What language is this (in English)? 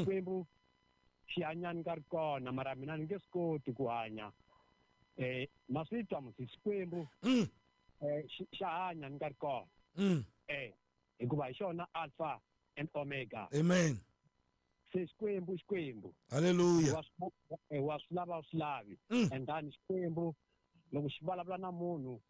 Tsonga